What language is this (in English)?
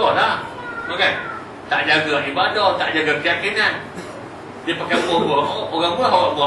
Malay